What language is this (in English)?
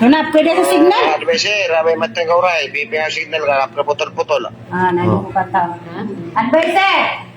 Maranao